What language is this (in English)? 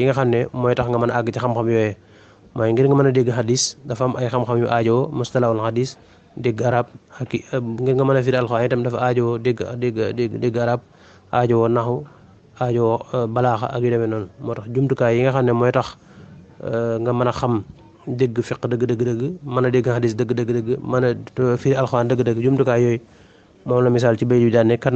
Wolof